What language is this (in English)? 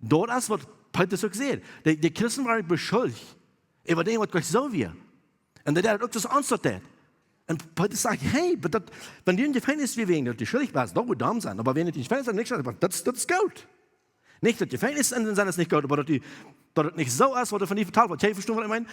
Plautdietsch